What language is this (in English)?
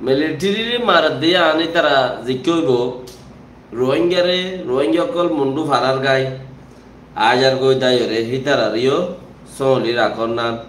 Rohingya